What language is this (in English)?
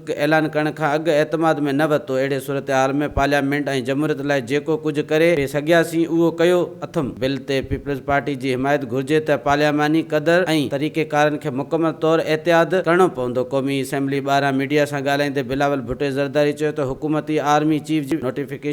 Sindhi